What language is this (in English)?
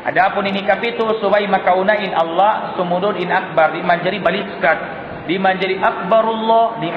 Tausug